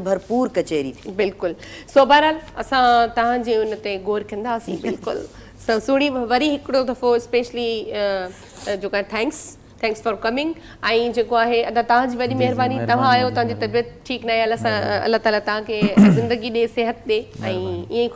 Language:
Sindhi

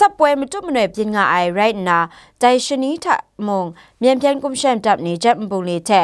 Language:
Kachin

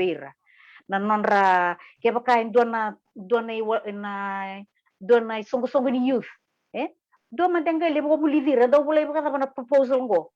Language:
Fijian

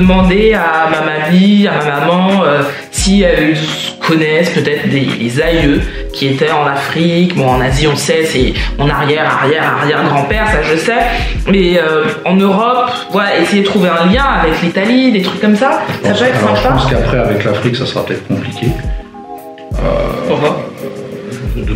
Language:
French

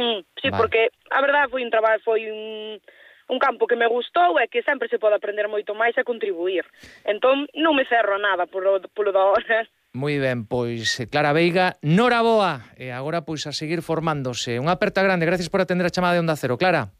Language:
Galician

